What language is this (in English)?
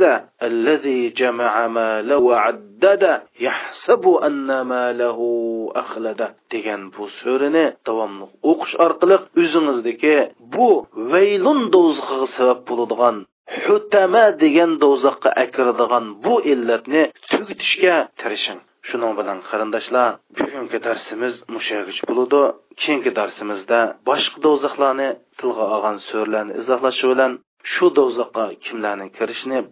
Uyghur